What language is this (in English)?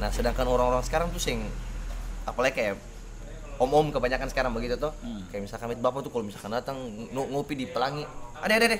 Ambonese Malay